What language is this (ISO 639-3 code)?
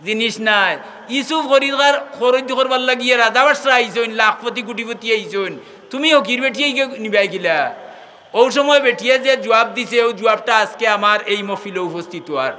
syl